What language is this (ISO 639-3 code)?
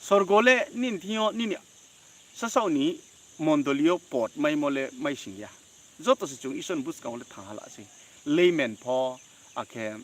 ria